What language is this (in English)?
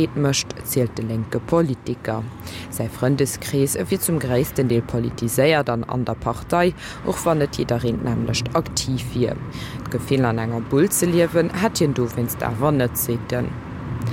Luxembourgish